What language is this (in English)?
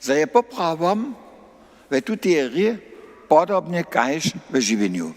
Upper Sorbian